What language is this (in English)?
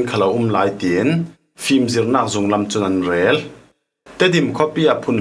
Falam Chin